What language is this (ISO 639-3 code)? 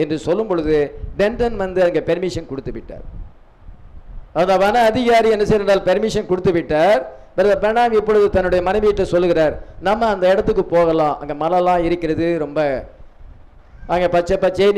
tam